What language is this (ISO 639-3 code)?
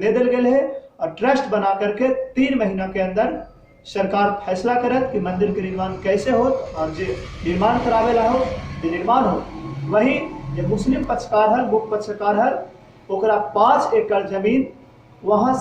mag